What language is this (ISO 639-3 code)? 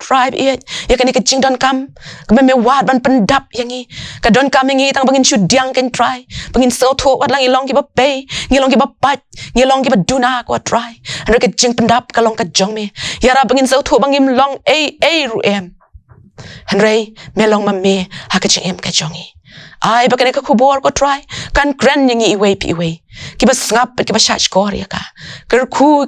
kha